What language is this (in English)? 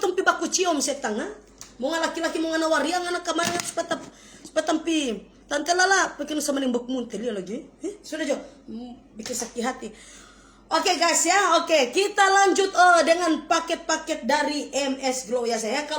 Manado Malay